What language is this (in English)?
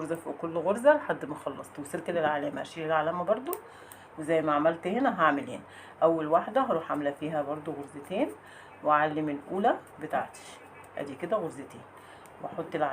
Egyptian Arabic